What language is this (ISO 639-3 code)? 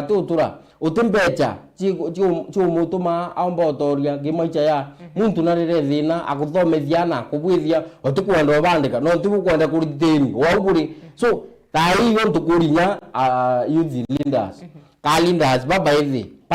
mer